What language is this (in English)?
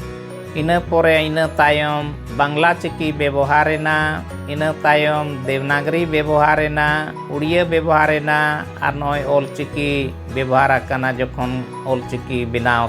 Santali